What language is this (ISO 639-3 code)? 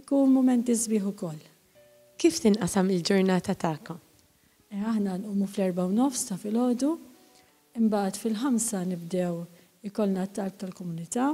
mlt